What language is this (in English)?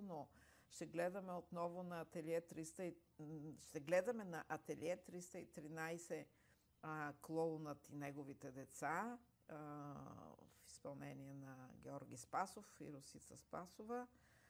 Bulgarian